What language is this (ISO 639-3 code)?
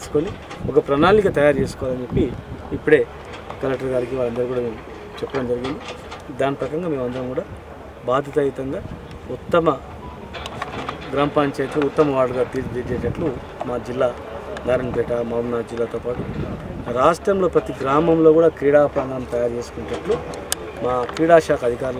tel